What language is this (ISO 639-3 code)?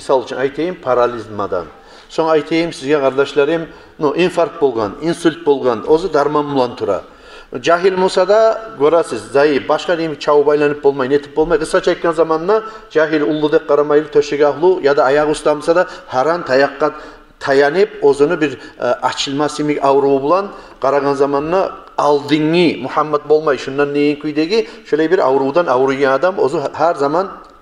kum